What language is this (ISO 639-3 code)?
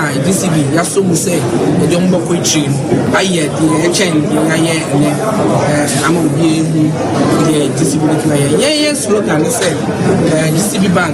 aka